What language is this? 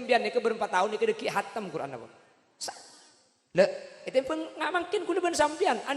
Madurese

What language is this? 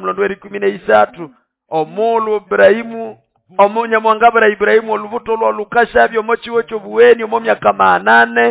Nande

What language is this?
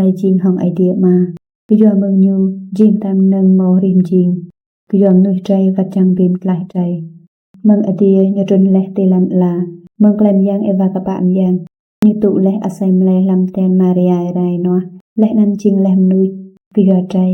Rade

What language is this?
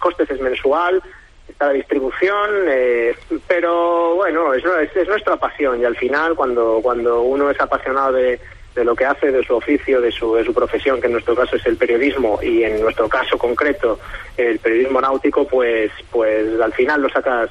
Spanish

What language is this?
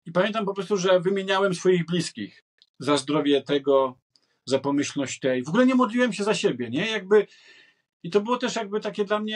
Polish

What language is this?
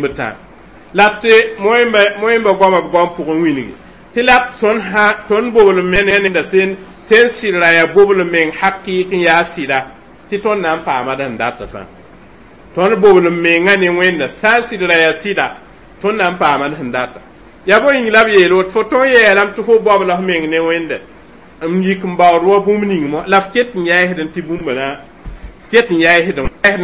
Mossi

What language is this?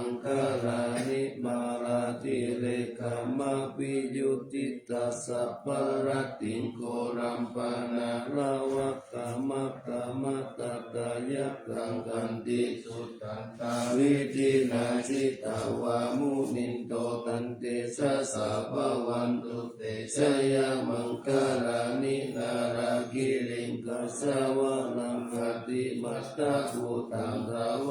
Pali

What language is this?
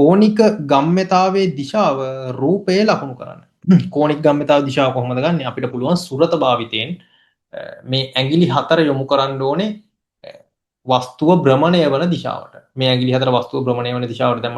Sinhala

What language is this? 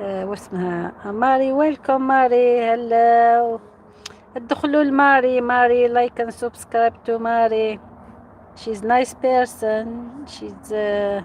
Algerian Arabic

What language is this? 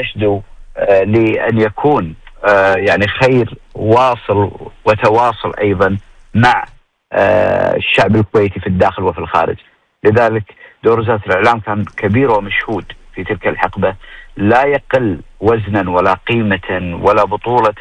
Gulf Arabic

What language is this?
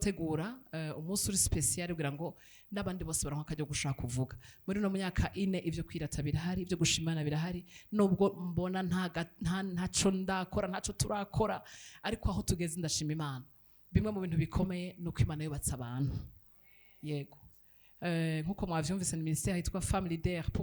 Rundi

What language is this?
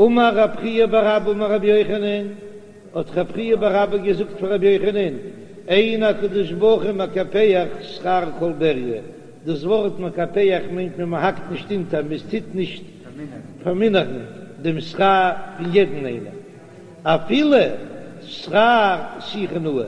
Yiddish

